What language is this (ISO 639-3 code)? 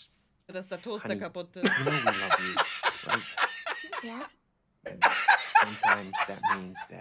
bar